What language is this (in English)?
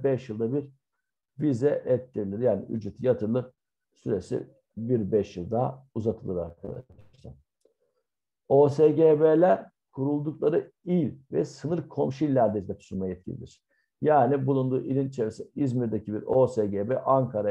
Turkish